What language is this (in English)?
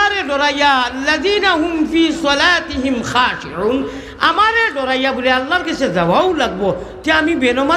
Sylheti